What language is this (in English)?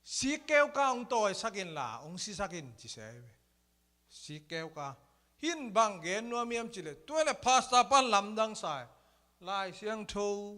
Tedim Chin